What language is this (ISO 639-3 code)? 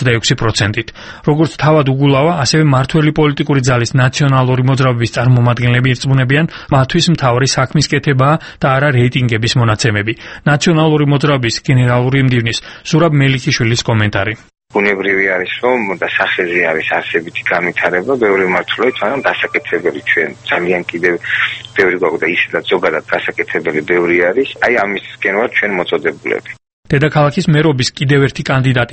kat